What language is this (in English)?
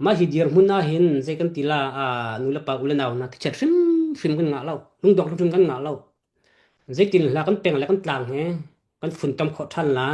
Hakha Chin